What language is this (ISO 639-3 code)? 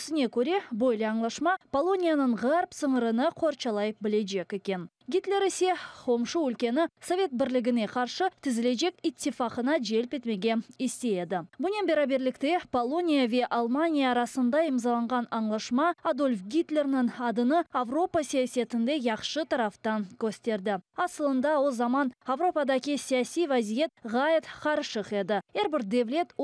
crh